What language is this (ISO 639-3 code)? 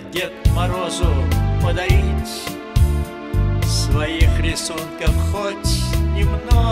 rus